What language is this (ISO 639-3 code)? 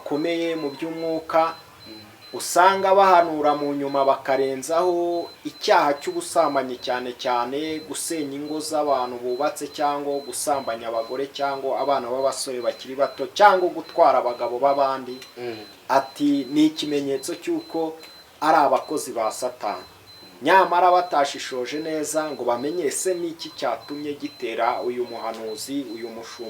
kin